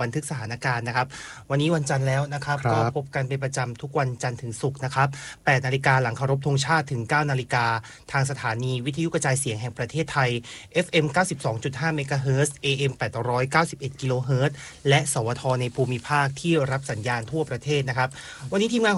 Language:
Thai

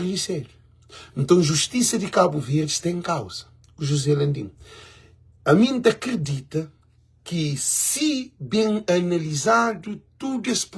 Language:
Kabuverdianu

